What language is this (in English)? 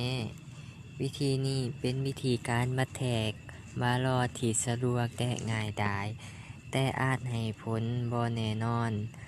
Lao